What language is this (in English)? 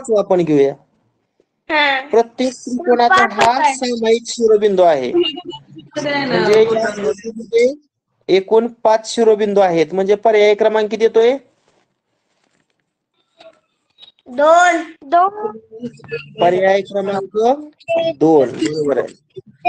Marathi